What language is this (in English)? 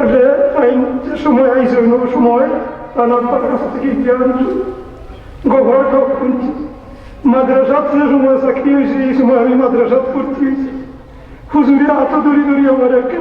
Sylheti